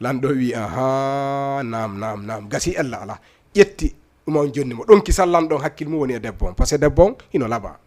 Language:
Fula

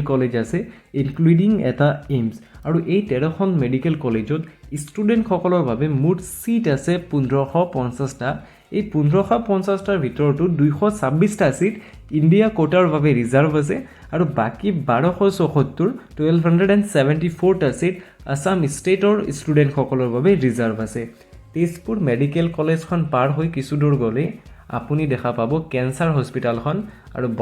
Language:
Assamese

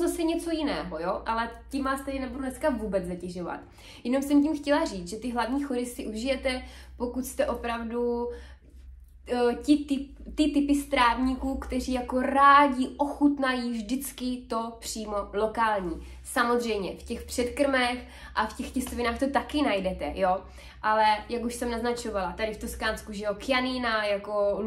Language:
Czech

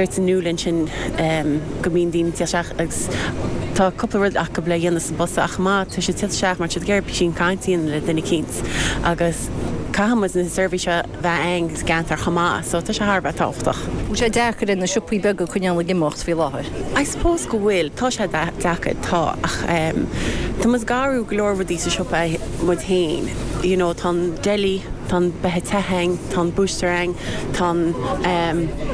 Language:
Irish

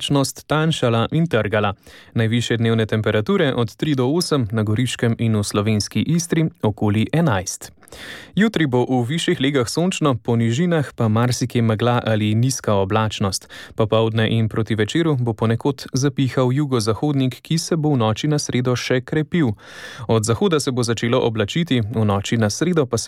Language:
Slovenian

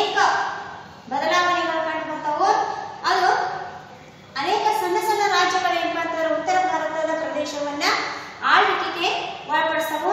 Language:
Kannada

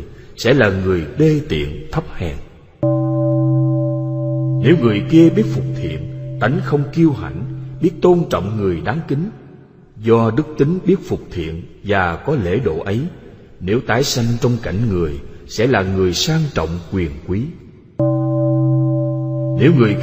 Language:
Vietnamese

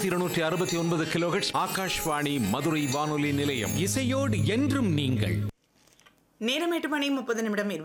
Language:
Tamil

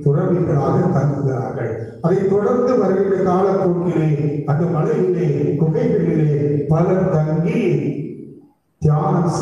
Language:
Tamil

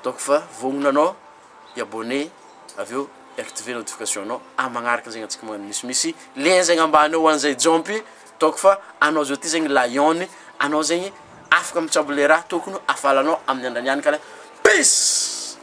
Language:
Malagasy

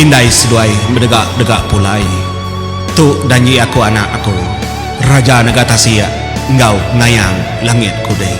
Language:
Iban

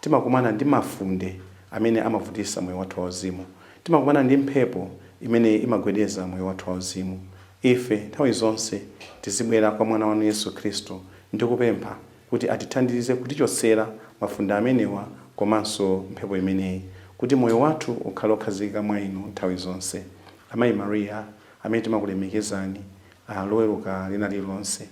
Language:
Nyanja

